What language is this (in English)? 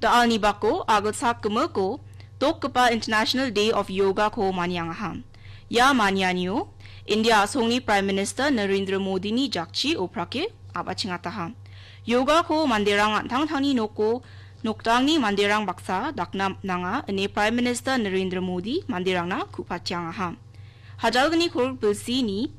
Garo